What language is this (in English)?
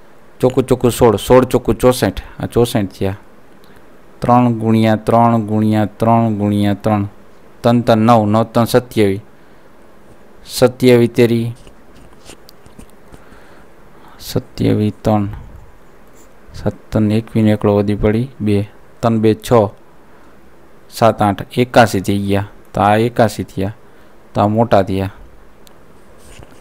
Gujarati